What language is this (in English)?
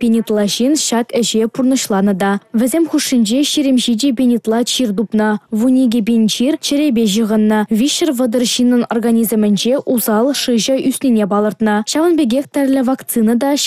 Chuvash